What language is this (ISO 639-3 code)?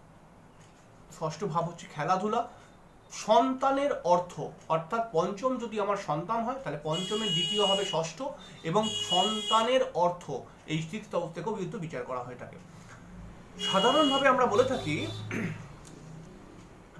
ben